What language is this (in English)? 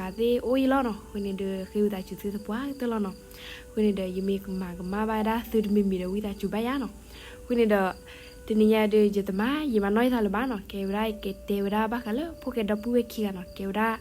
S'gaw Karen